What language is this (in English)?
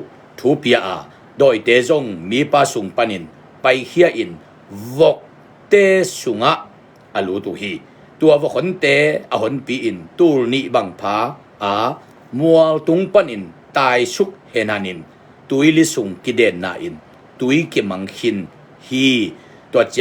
Tedim Chin